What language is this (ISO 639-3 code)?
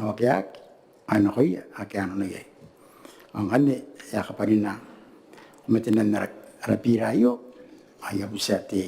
gil